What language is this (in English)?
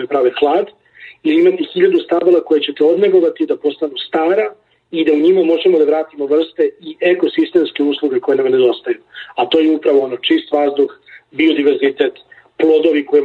Serbian